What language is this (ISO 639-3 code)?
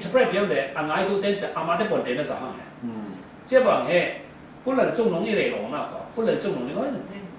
cfm